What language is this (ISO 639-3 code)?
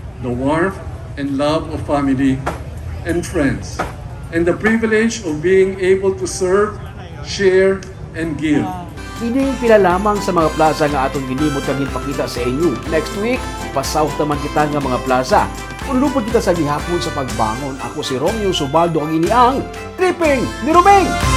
hil